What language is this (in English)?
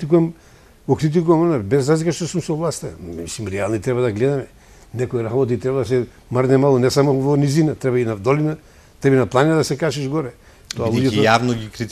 Macedonian